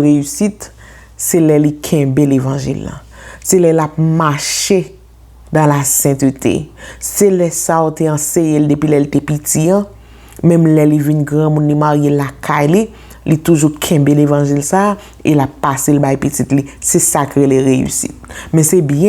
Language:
Haitian Creole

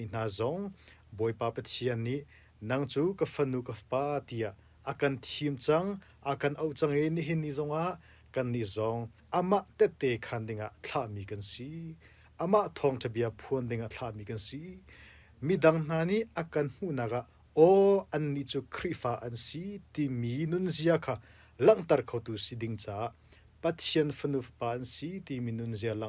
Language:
Hakha Chin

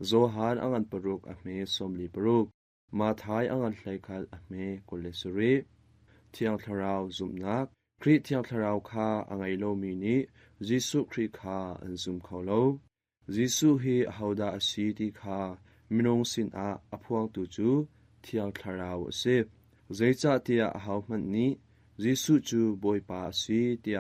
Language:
Hakha Chin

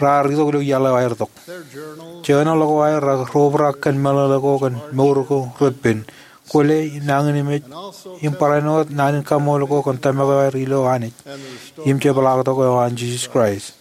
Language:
Marshallese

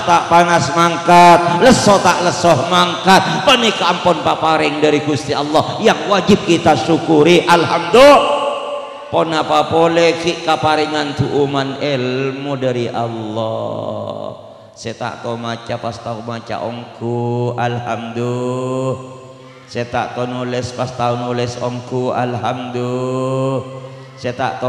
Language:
Madurese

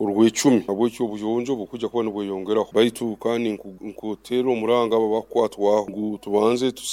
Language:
Nyoro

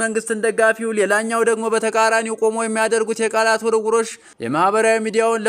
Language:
Amharic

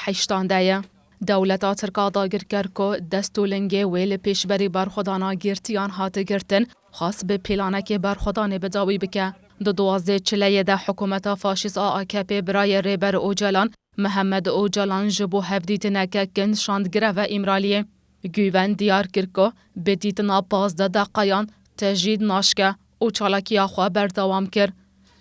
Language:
Kurdish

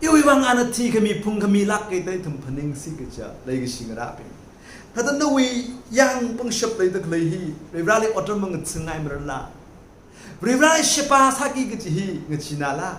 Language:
Tangkhul Naga (India)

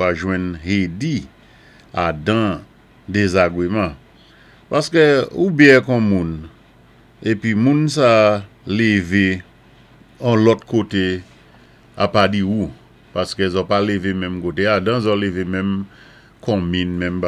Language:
Saint Lucian Creole French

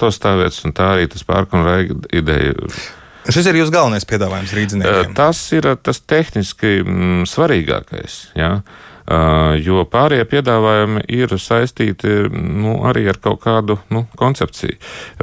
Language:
Latvian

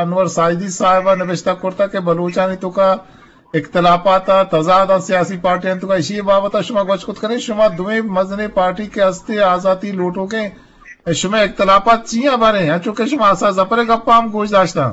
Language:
Eastern Balochi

